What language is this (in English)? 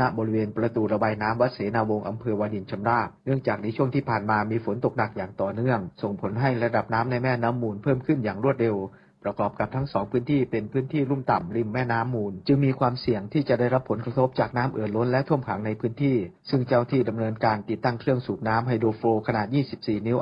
Thai